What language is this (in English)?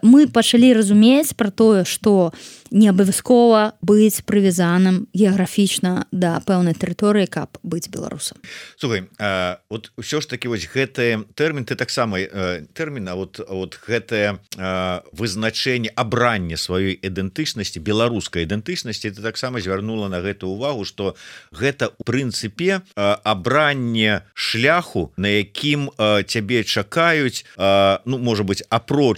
Belarusian